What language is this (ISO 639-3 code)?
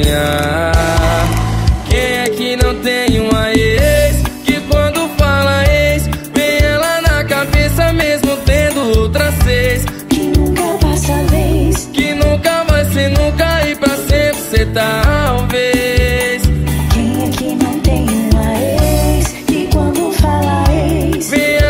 por